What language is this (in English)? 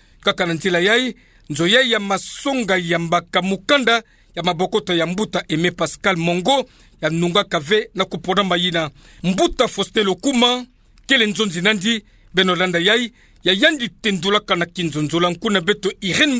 Kituba (Democratic Republic of Congo)